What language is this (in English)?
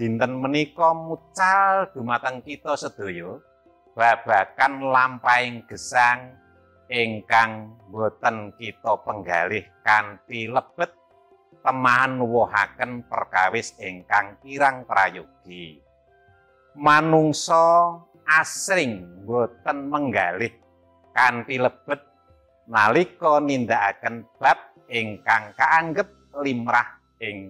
Javanese